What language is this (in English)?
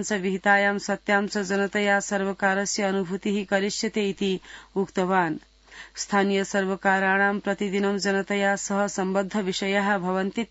Sanskrit